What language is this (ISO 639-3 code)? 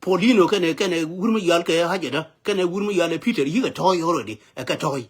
nus